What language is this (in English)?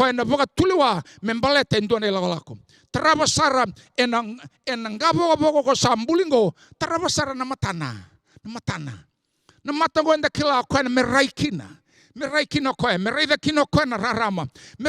Fijian